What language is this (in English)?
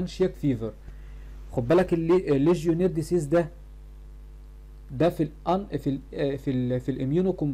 Egyptian Arabic